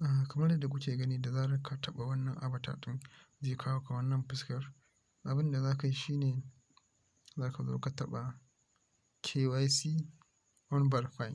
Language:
Hausa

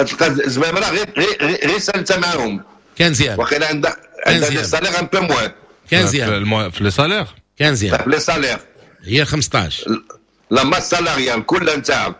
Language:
Moroccan Arabic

